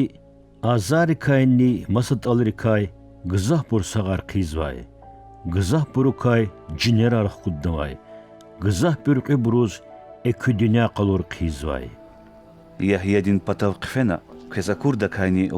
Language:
Lezghian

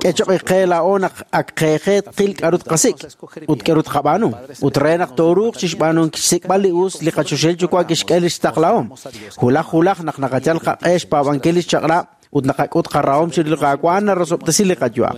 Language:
Kekchí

